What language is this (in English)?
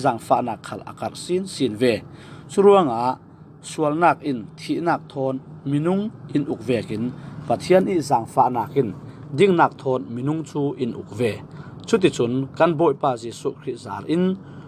Falam Chin